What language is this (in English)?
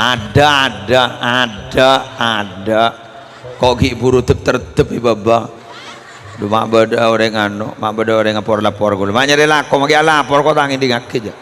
Madurese